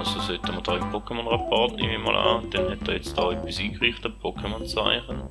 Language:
Swiss German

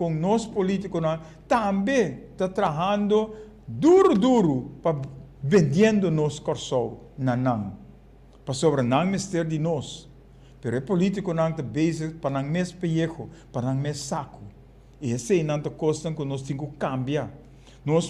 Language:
Papiamento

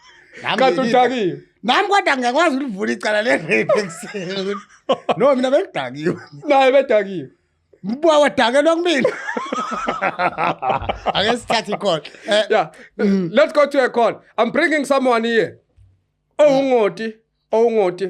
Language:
Zulu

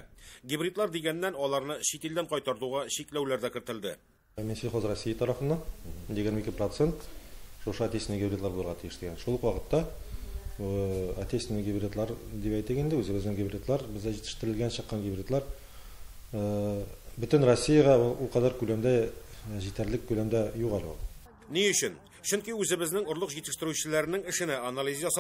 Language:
Tatar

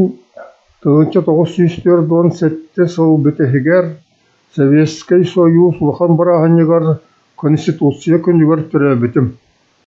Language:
Yakut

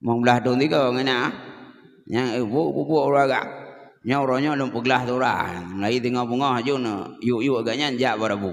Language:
Achinese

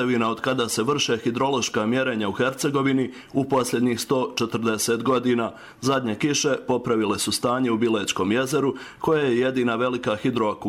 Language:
Bosnian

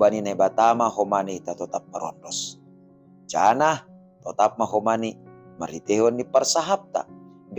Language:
Batak Simalungun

